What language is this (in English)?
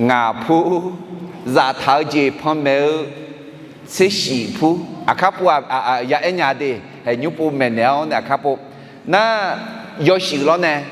Akha